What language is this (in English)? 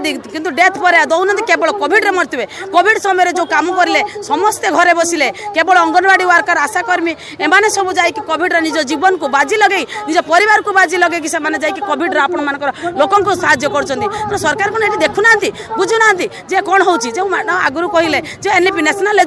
Odia